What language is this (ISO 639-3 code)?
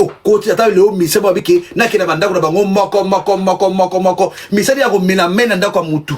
lin